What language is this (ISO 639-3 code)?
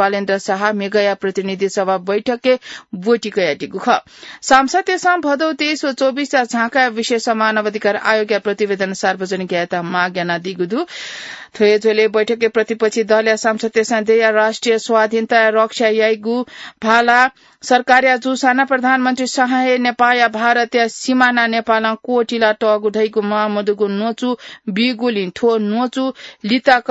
new